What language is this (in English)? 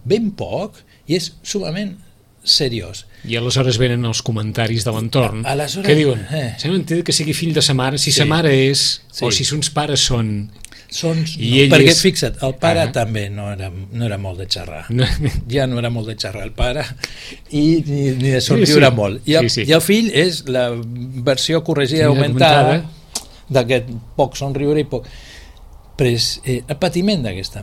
Catalan